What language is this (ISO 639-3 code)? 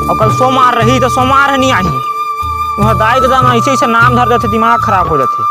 hne